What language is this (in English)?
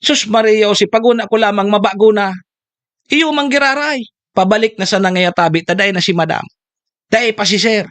Bikol